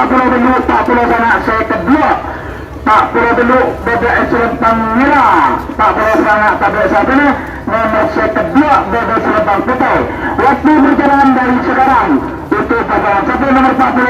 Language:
Madurese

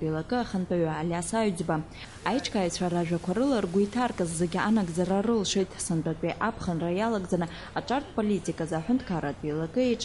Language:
Abkhazian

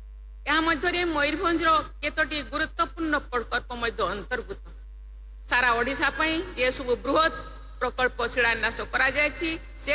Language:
Odia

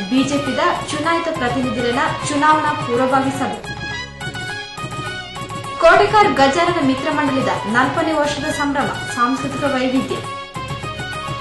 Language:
Tulu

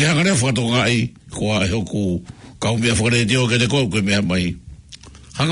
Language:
Tongan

